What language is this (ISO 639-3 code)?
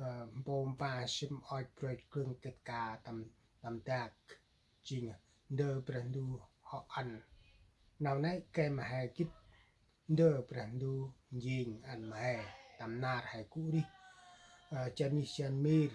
cmo